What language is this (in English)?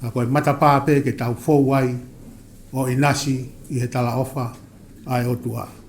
Tongan